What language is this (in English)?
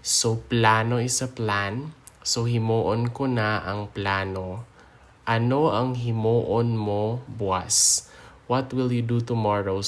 Hiligaynon